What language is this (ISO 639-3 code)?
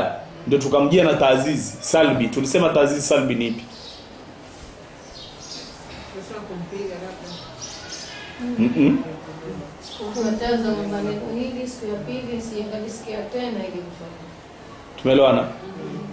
swa